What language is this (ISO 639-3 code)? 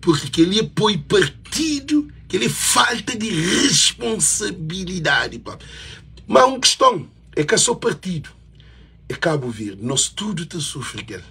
kea